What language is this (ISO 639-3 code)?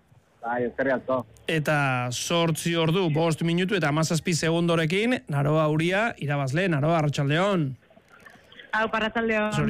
eus